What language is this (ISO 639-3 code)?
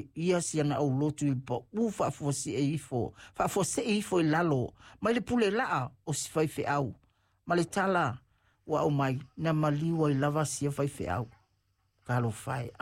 smo